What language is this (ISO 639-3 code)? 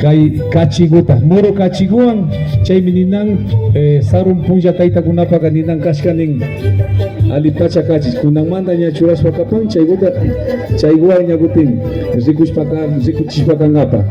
qvi